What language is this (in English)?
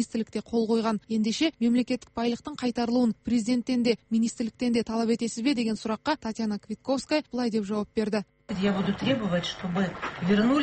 Kazakh